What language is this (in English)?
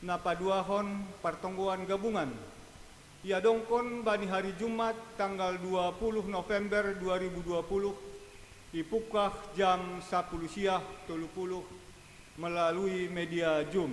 Batak Simalungun